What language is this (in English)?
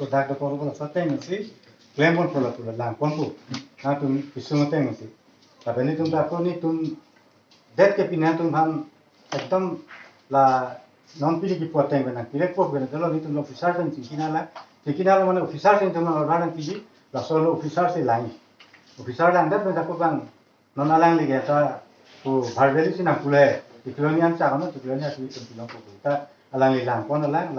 Karbi